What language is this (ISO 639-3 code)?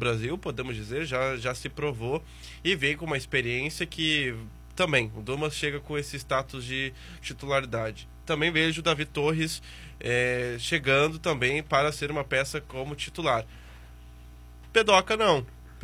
por